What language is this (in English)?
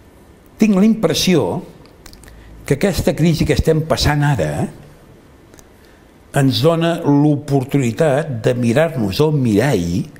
Catalan